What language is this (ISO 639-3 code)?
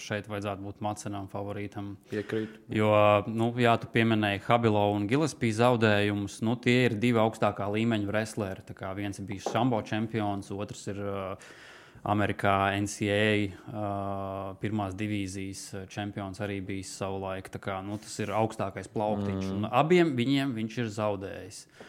lav